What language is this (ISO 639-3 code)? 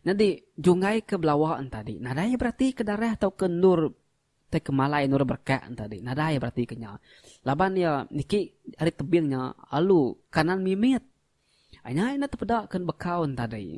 iba